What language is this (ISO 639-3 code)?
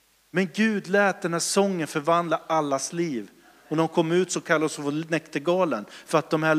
swe